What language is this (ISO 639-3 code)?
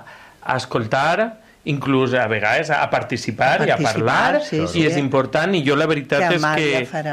cat